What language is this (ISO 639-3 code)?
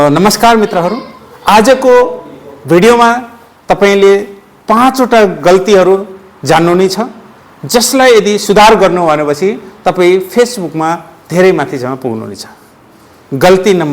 nep